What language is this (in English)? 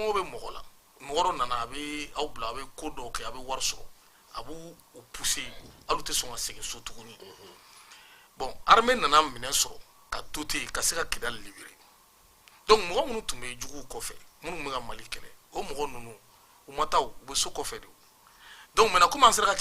Bambara